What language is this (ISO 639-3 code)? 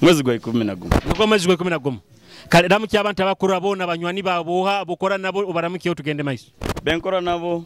nyo